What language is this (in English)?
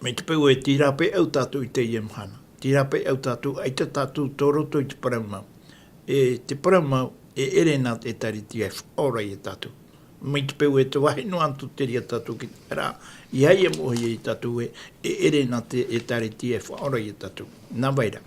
Tahitian